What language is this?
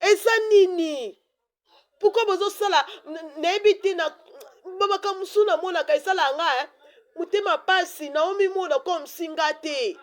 Lingala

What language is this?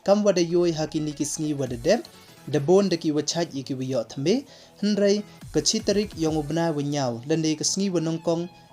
Pnar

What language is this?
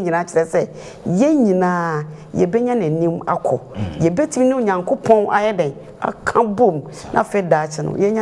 Akan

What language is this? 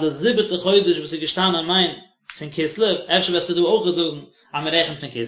Yiddish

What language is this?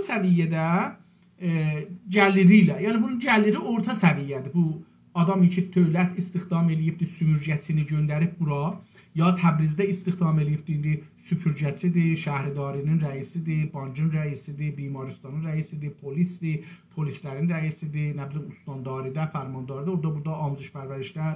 South Azerbaijani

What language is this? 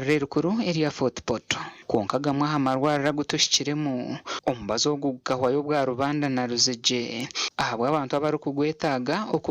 Nyankole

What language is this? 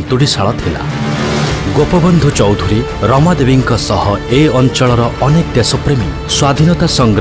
Odia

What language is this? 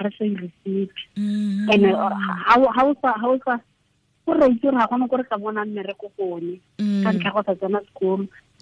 Tswana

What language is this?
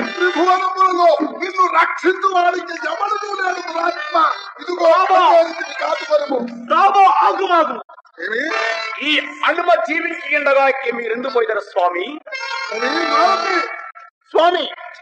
Telugu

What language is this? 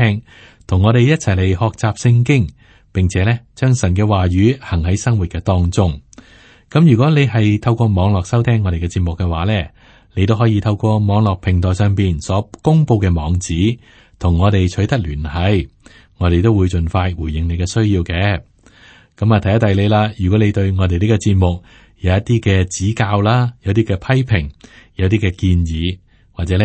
Cantonese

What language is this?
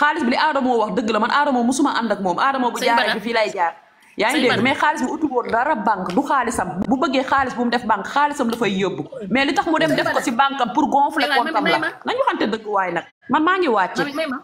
Wolof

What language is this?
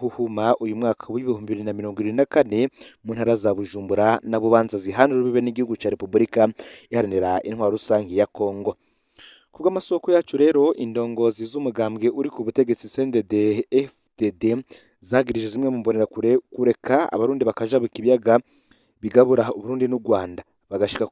Rundi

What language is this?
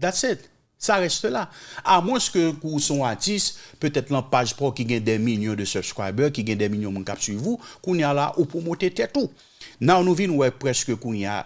Haitian Creole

